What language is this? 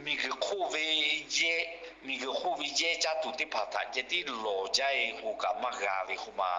Lahu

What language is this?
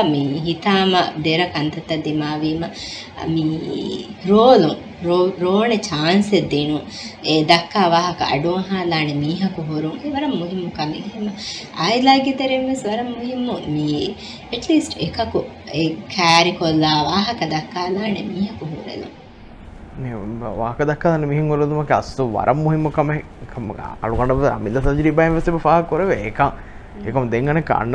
Divehi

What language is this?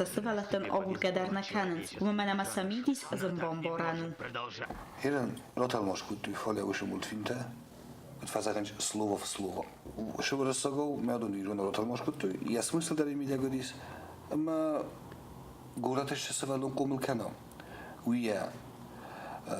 Ossetic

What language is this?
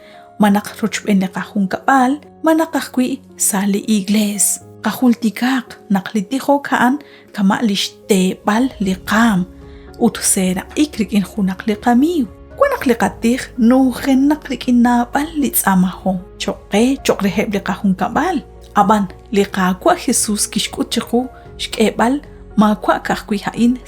Kekchí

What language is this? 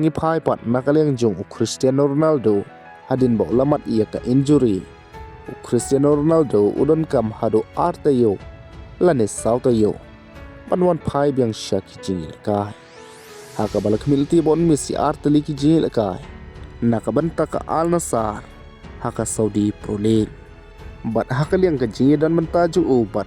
Khasi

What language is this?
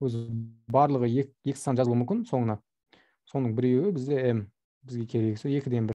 Kazakh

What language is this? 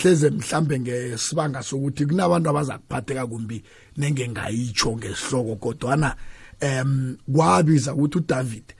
South Ndebele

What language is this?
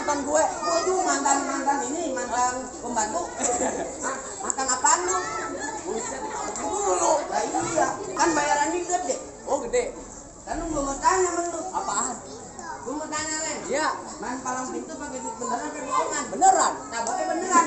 Betawi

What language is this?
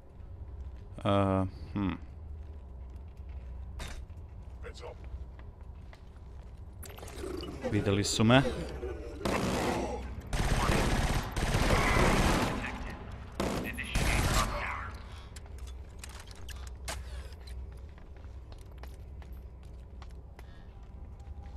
Croatian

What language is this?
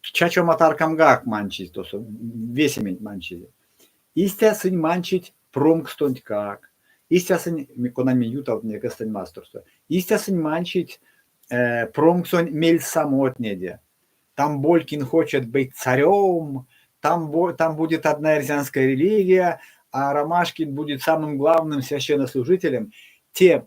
Erzya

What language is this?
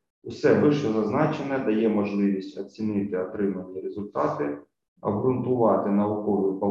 Ukrainian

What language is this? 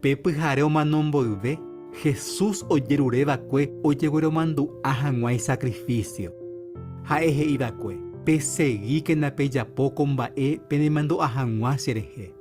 Guarani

